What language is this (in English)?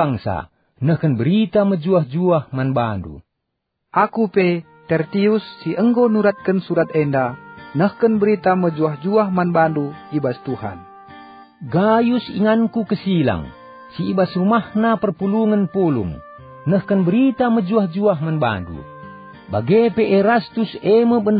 Batak Karo